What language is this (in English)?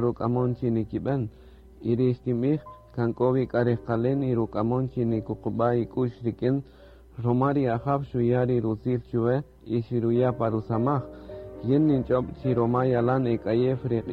Kaqchikel